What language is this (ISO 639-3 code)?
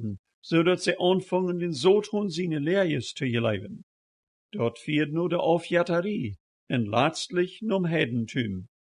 pdt